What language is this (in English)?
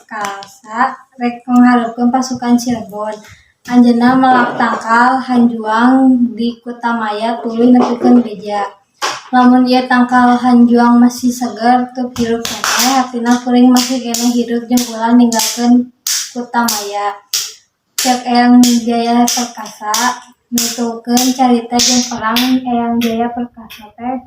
Sundanese